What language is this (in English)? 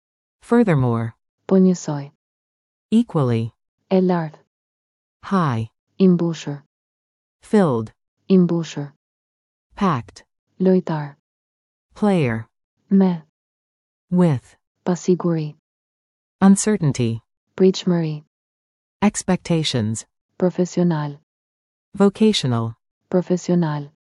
Albanian